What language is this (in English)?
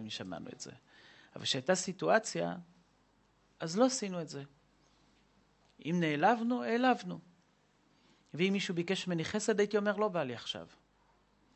Hebrew